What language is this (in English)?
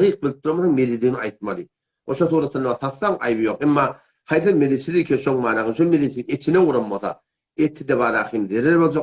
Turkmen